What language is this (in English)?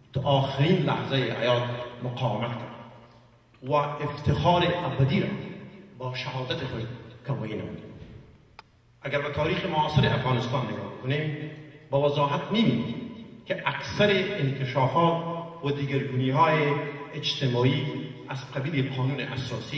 Persian